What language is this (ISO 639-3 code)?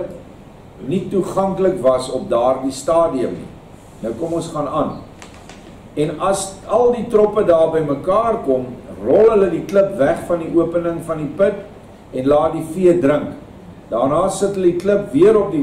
afr